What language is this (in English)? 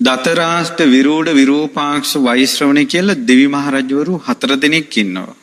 Sinhala